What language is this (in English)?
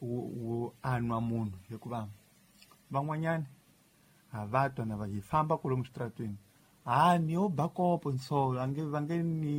Tsonga